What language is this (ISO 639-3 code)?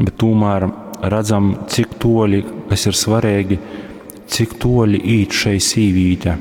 ltg